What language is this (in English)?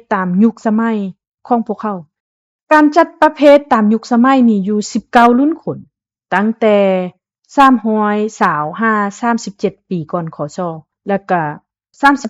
Lao